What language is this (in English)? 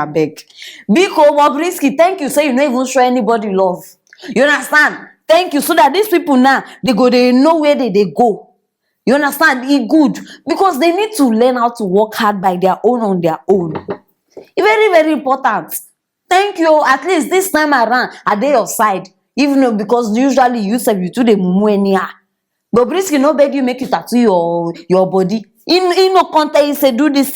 Nigerian Pidgin